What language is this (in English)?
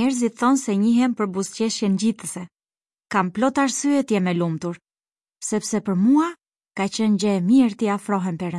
Albanian